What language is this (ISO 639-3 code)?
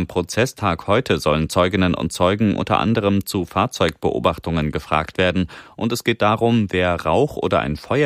deu